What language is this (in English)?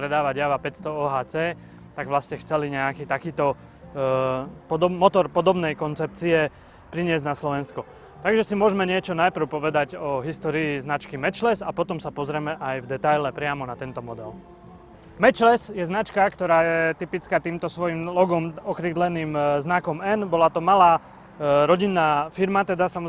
Slovak